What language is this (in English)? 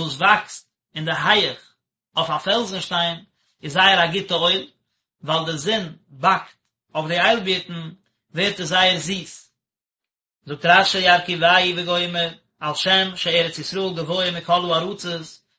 Yiddish